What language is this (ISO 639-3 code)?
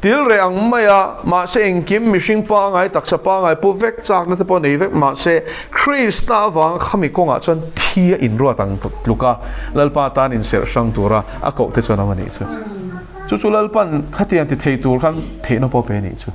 lus